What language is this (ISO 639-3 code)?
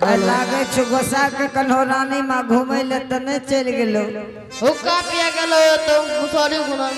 anp